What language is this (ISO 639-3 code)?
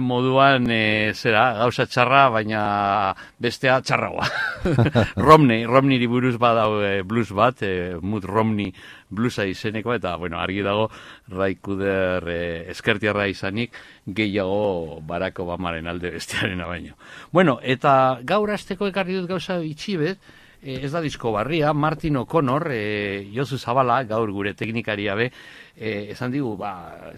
eus